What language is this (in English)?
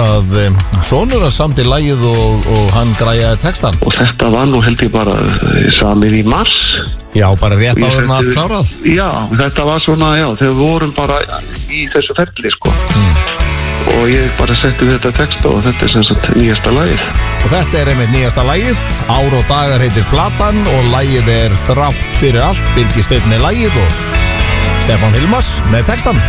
Icelandic